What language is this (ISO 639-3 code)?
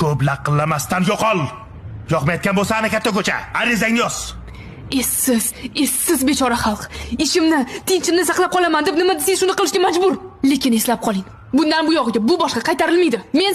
uzb